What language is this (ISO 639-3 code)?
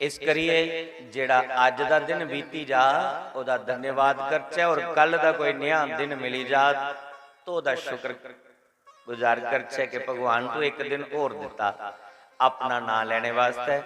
doi